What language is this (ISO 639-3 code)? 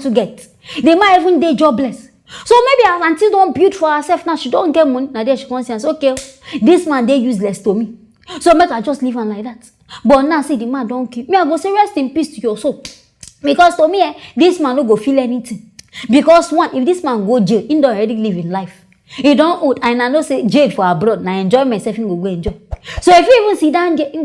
pcm